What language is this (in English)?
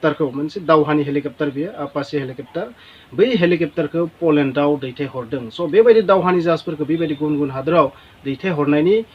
Bodo